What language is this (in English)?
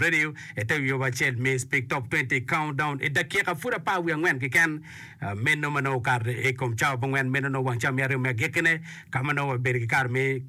Acoli